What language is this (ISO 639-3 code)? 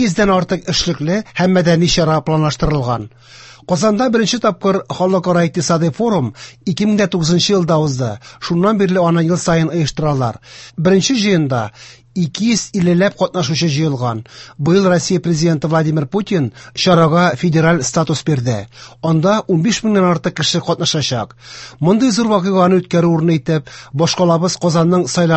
tat